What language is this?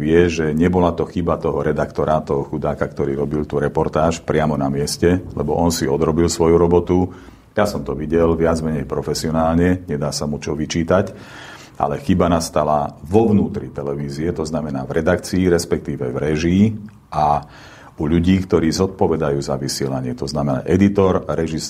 Slovak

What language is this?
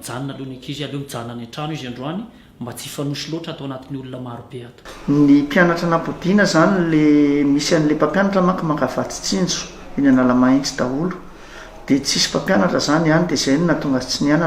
Malagasy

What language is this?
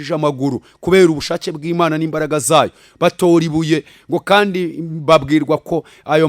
Kinyarwanda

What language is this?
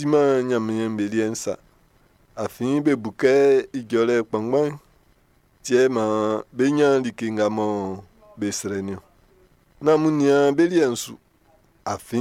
Baoulé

